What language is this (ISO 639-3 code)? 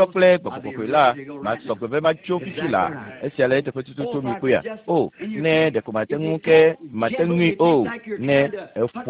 ewe